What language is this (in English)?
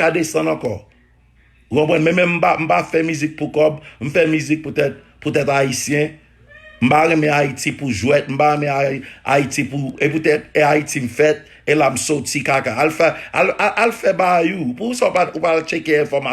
Haitian Creole